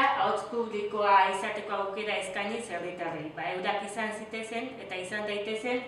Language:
Basque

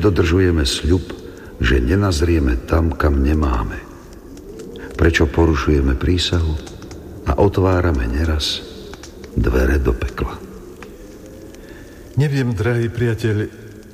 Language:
Slovak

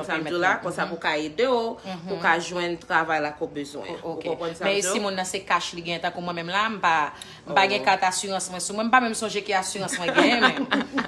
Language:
Haitian Creole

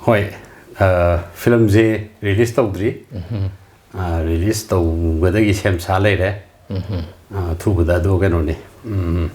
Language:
Manipuri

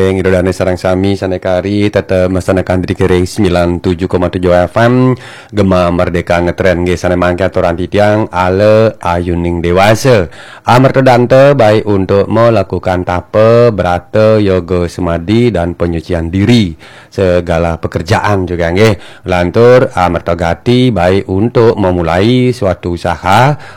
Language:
Balinese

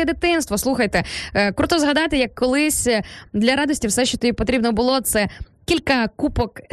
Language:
Ukrainian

